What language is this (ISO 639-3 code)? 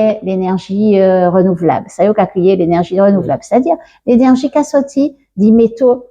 gcf